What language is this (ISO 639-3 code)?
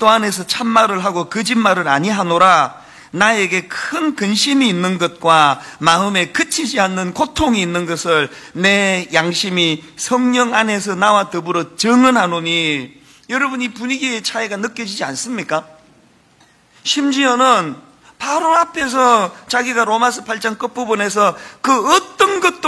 kor